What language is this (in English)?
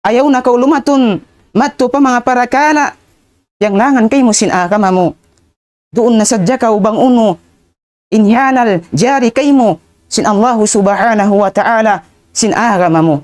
Tausug